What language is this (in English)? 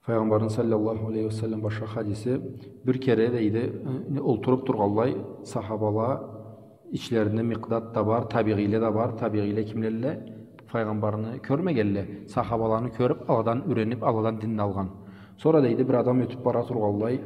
Karachay-Balkar